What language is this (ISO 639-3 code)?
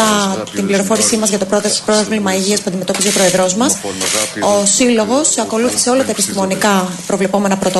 ell